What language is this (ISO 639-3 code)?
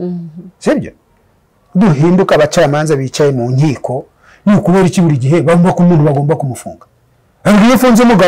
kin